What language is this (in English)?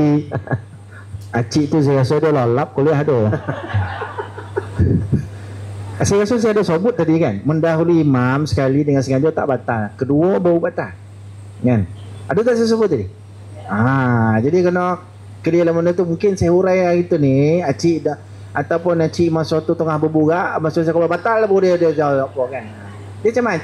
Malay